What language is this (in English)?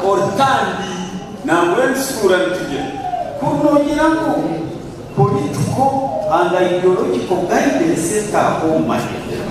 Nyankole